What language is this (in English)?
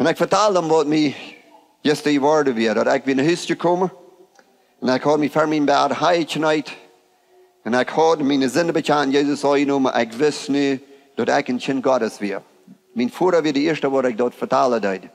Plautdietsch